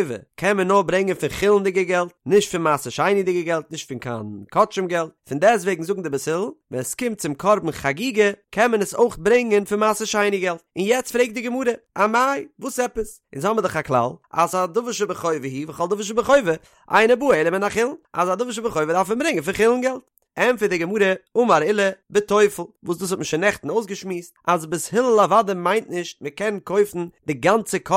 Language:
Yiddish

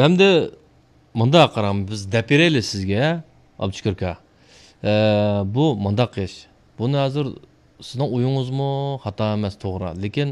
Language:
Uyghur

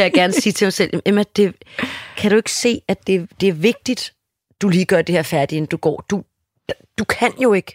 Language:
Danish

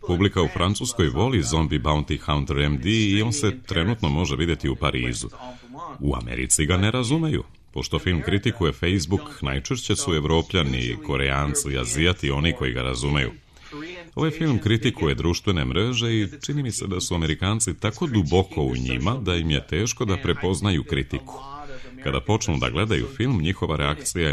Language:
Serbian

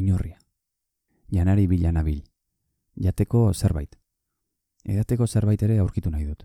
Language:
Basque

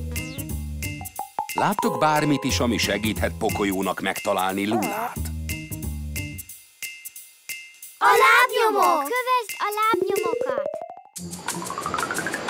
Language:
Hungarian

